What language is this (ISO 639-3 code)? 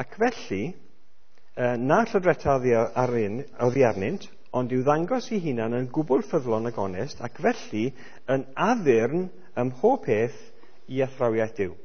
cym